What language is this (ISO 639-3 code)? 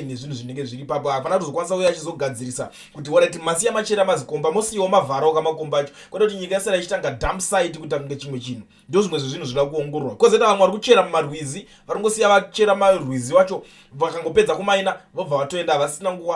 sna